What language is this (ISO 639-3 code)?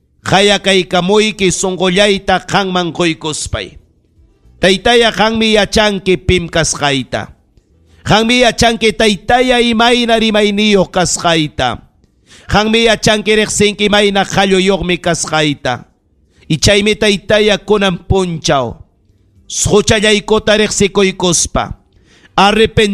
quy